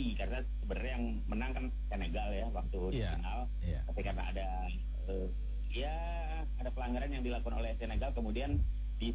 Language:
Indonesian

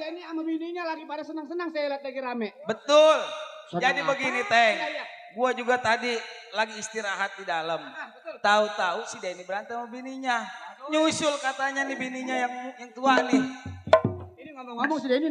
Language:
Betawi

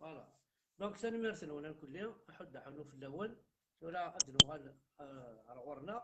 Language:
Kabyle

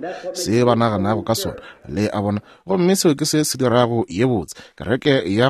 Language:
Northern Sotho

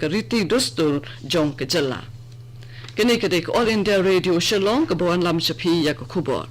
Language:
Khasi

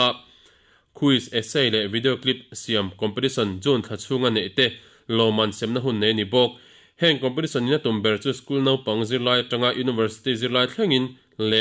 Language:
Mizo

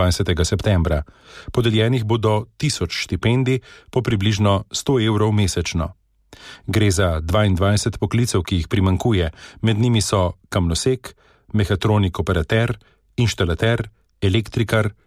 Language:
Slovenian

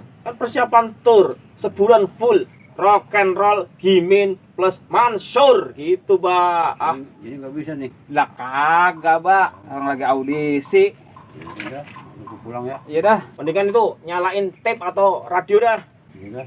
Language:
Betawi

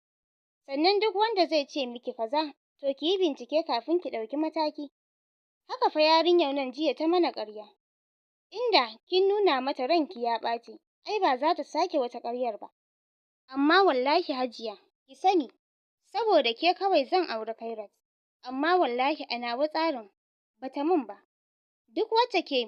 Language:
Hausa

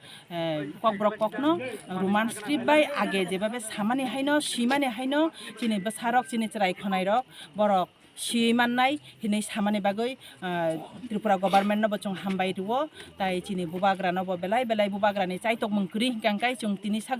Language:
Kok Borok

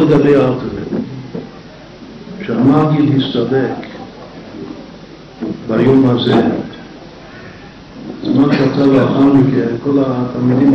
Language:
Hebrew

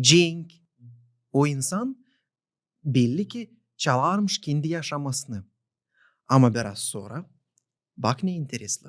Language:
Gagauz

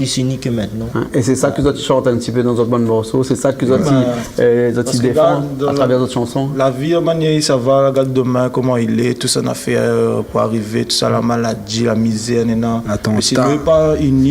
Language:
Réunion Creole French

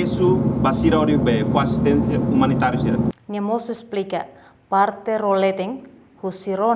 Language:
Tetum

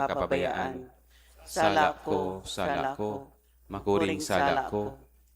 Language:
Bikol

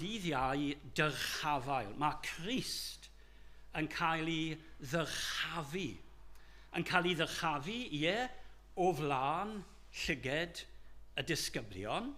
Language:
Welsh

